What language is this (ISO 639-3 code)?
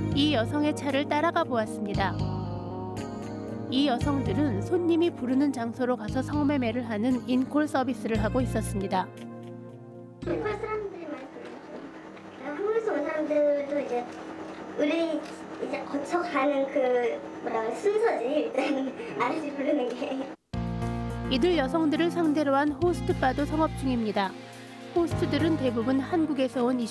kor